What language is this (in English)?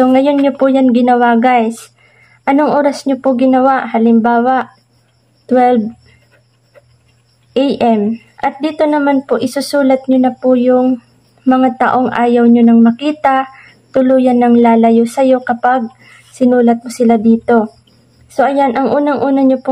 Filipino